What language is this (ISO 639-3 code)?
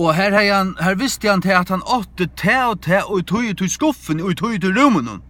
fao